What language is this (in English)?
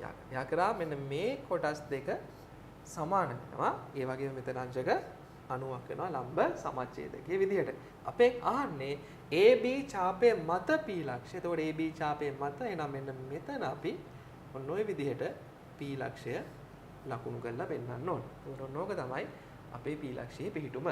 Sinhala